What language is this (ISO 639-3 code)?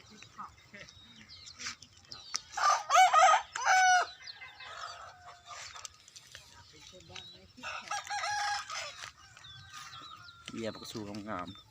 lao